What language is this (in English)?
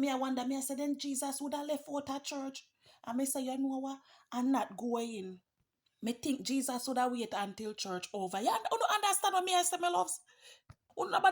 Jamaican Creole English